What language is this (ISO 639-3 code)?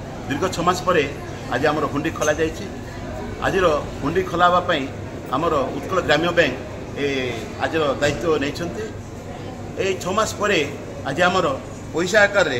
ori